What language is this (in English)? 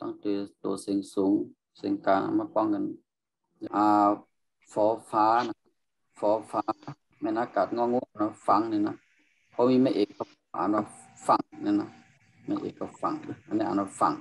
Shan